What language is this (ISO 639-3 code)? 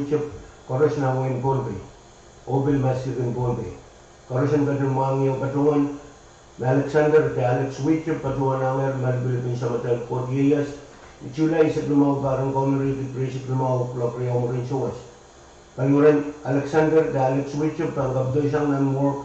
pon